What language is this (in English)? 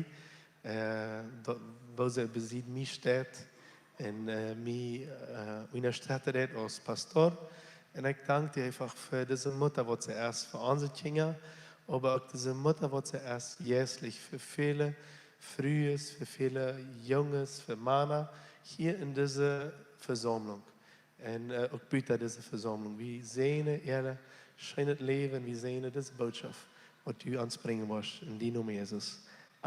Plautdietsch